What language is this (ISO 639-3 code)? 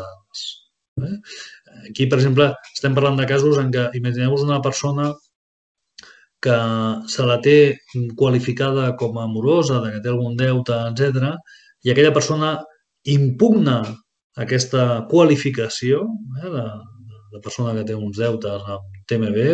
cat